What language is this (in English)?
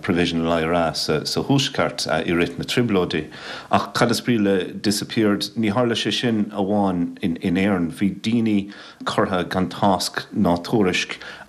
Irish